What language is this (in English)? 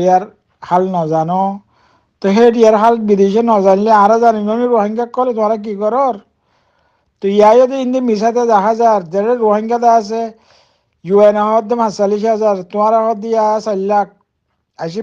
Rohingya